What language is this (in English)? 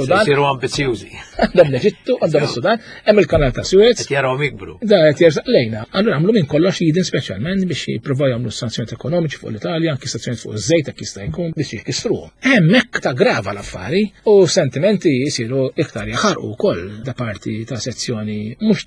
Maltese